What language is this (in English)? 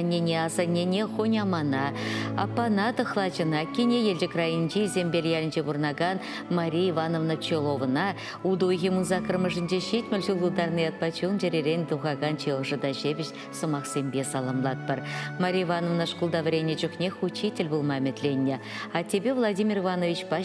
Chuvash